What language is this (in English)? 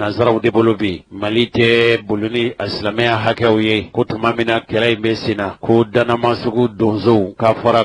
Bambara